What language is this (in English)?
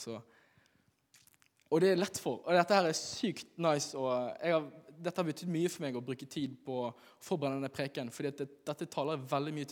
Norwegian